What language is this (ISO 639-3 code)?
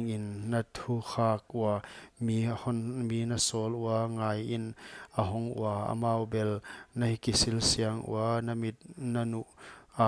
pck